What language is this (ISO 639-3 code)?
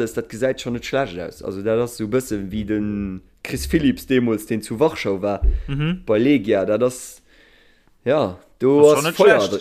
ltz